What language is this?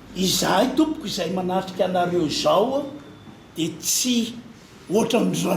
Malagasy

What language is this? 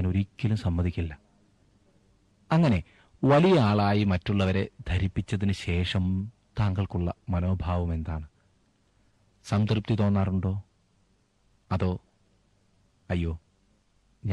Malayalam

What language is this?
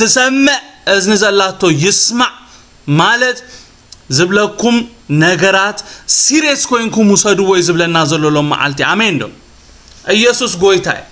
Tigrinya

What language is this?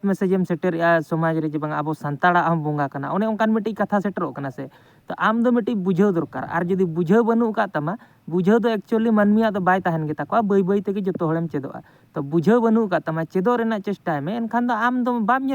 Santali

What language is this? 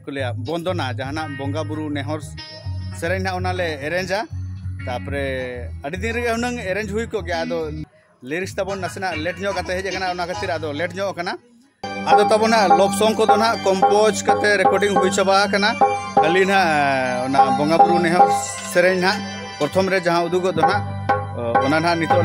Santali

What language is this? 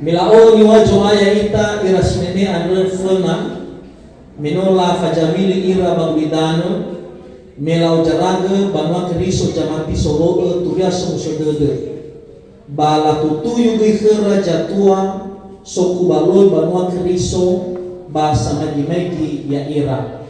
Nias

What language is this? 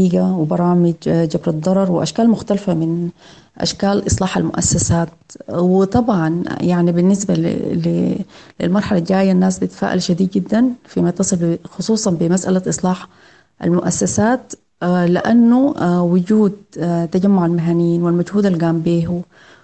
Sudanese Arabic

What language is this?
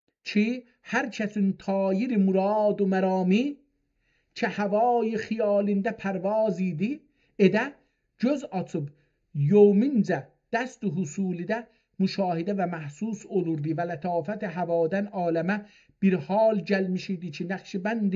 South Azerbaijani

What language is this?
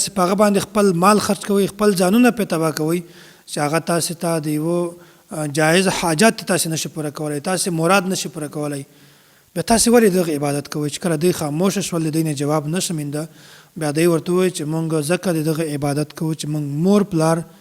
Pashto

